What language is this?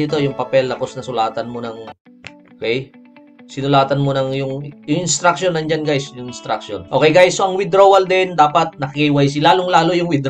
Filipino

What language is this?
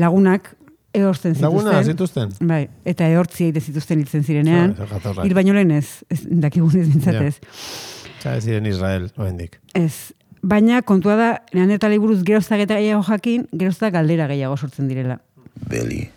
Basque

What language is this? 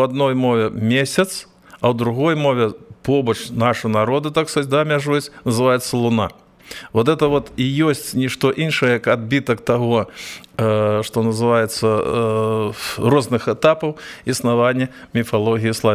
Belarusian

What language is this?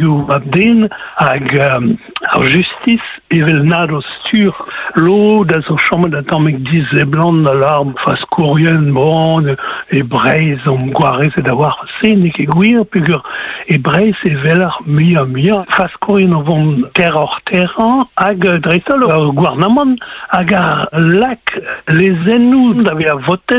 Breton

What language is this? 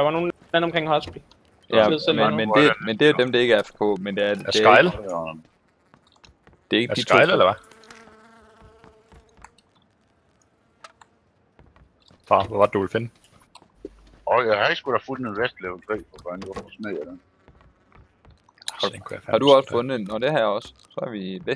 Danish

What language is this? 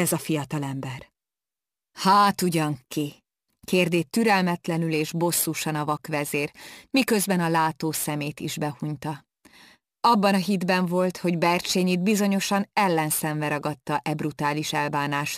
Hungarian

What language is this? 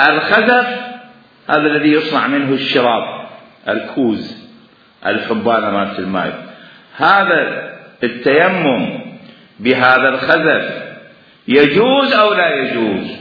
Mesopotamian Arabic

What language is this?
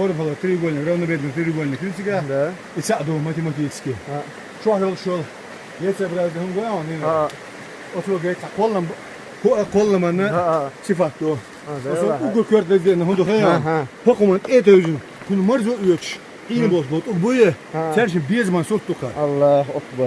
Chechen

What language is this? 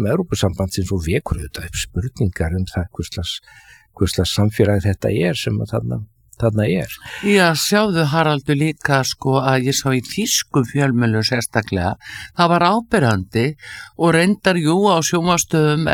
Icelandic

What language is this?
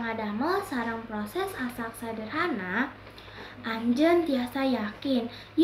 Sundanese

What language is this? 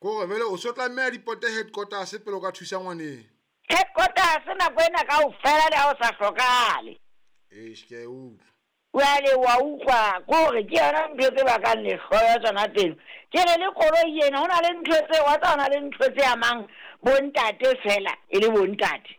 Southern Sotho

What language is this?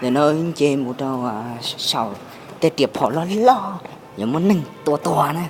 Hmong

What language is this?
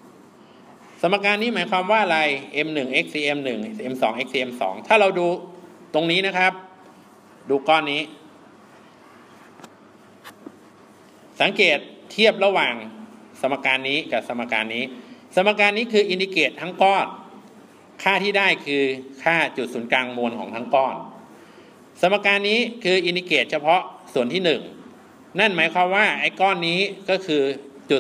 Thai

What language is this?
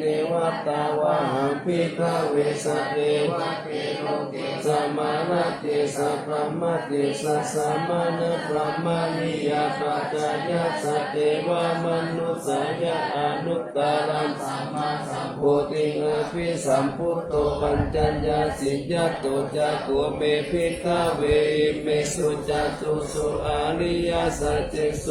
Pali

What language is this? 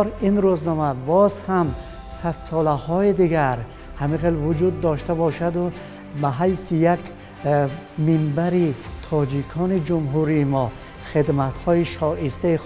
Tajik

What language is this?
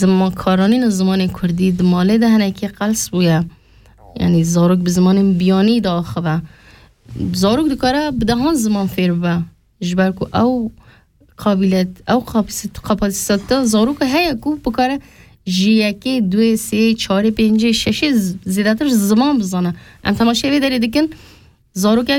Kurdish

